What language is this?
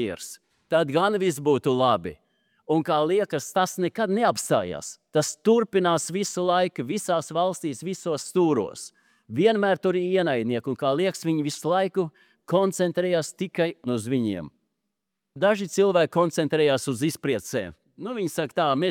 Latvian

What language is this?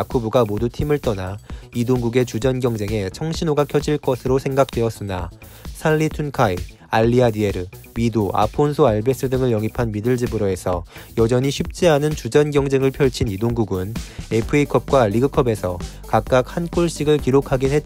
Korean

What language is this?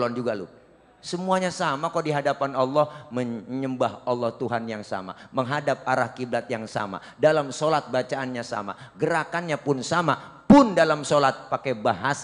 Betawi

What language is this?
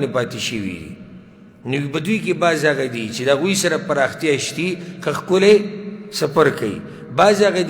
Pashto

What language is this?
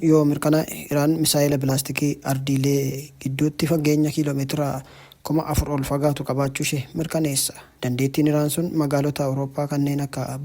Oromo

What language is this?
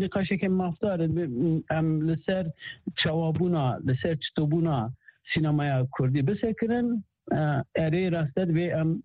Kurdish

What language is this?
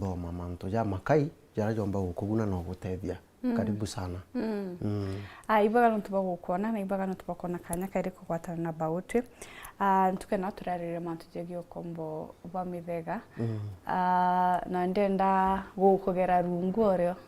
Meru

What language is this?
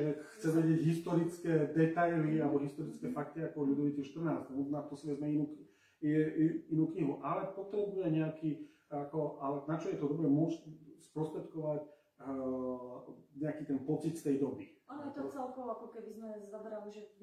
Slovak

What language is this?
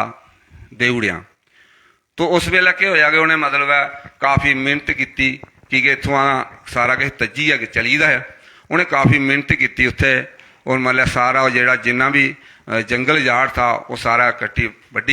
Dogri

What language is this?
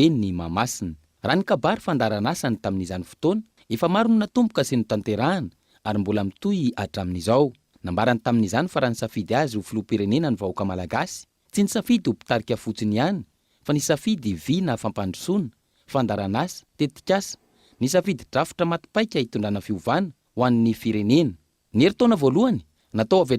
Malagasy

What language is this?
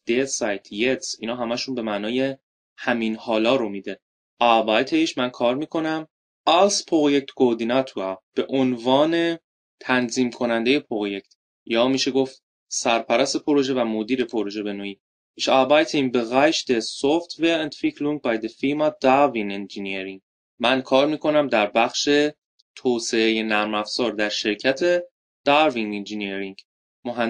Persian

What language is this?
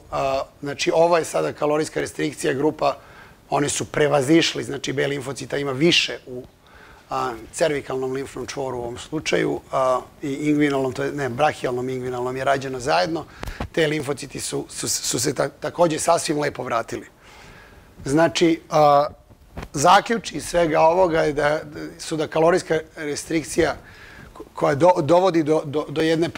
Serbian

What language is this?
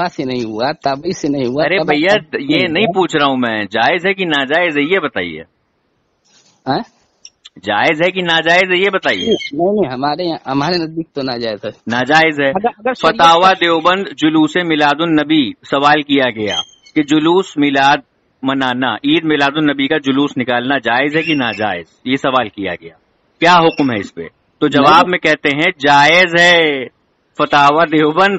Urdu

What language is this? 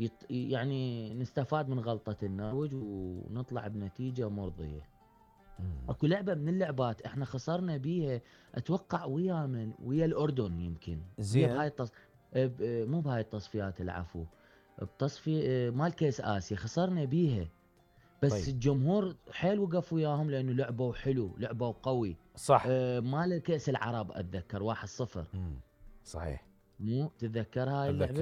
Mesopotamian Arabic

